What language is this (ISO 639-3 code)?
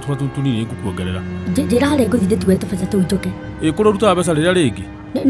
kik